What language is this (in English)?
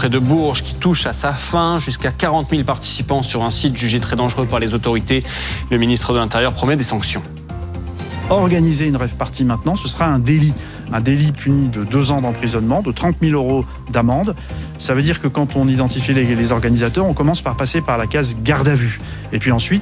French